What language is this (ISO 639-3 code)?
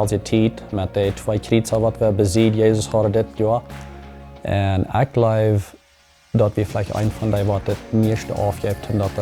pdt